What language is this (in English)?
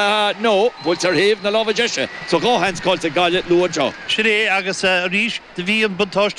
Irish